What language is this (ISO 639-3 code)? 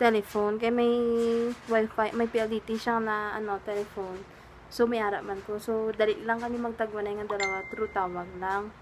hil